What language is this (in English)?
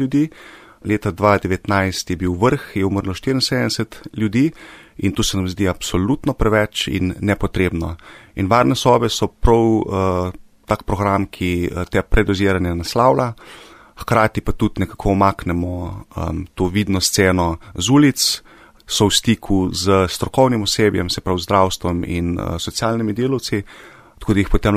Slovenian